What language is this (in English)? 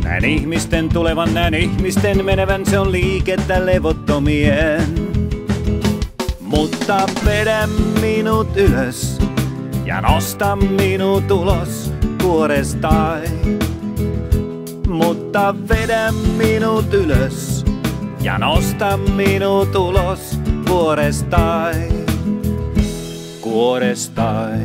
Finnish